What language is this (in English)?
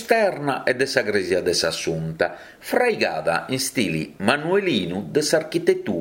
Sardinian